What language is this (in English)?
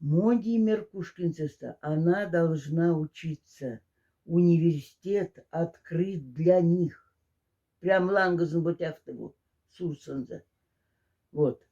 Moksha